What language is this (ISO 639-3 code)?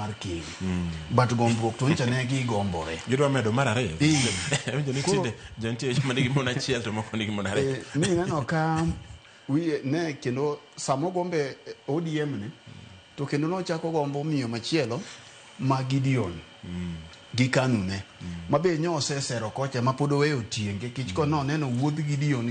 luo